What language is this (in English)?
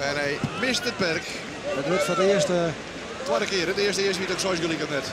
Western Frisian